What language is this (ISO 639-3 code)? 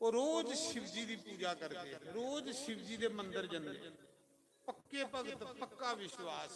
doi